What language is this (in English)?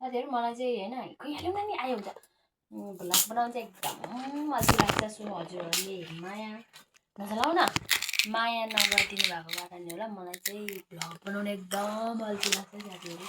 Nepali